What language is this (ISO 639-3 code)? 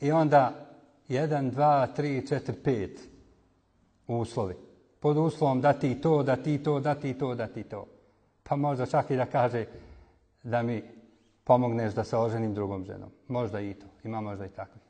bos